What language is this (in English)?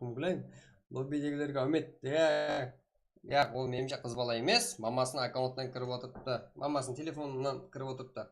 Kara-Kalpak